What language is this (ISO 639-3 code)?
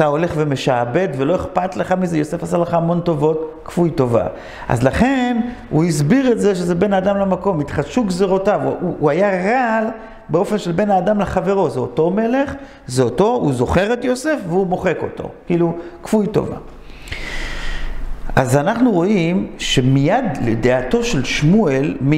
heb